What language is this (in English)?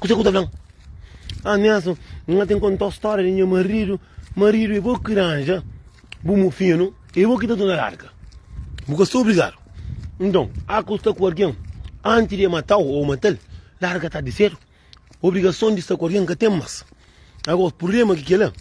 Kabuverdianu